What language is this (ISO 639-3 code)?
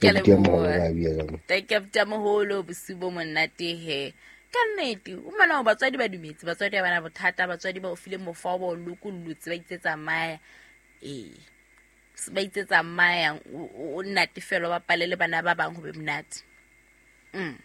sot